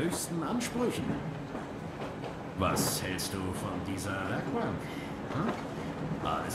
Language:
German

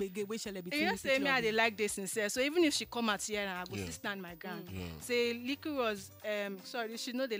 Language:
Nigerian Pidgin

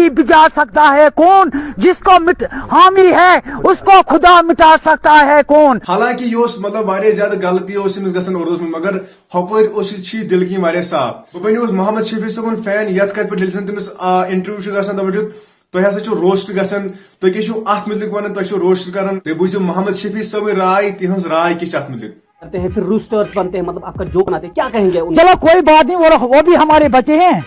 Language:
Kashmiri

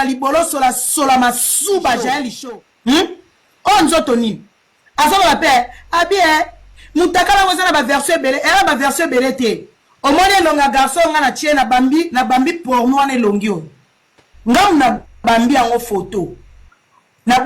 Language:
Lingala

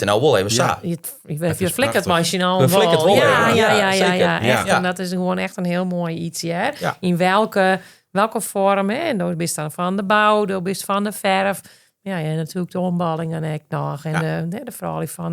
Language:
Western Frisian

